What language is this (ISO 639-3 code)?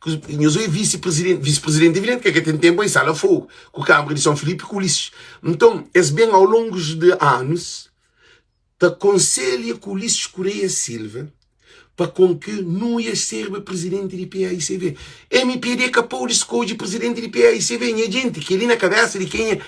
kea